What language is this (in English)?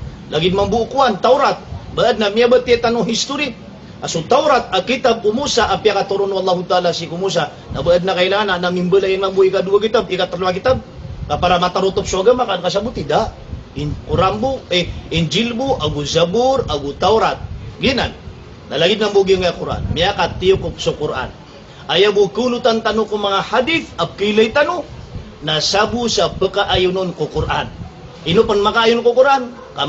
Maranao